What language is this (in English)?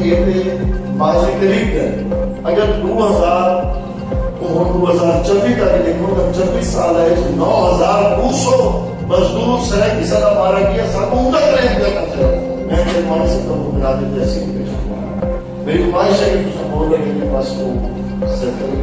Saraiki